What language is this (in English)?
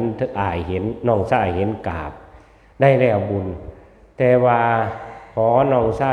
Northeastern Thai